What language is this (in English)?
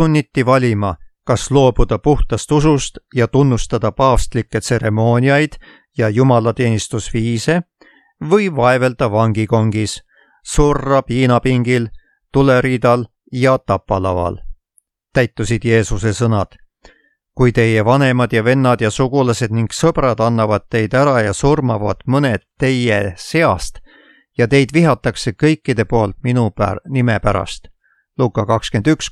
Estonian